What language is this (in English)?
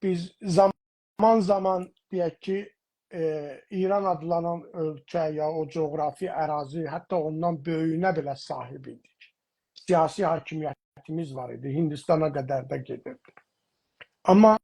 South Azerbaijani